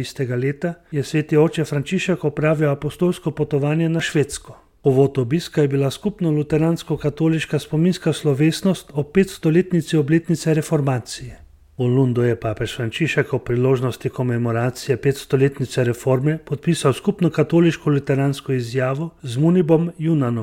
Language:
Slovenian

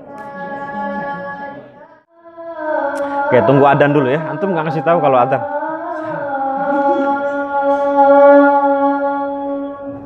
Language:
Indonesian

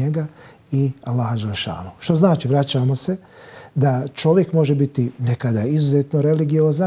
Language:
Bosnian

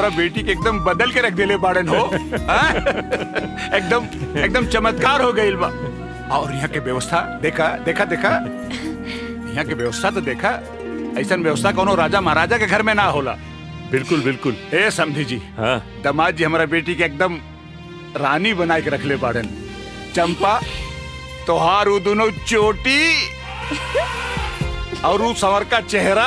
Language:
Bhojpuri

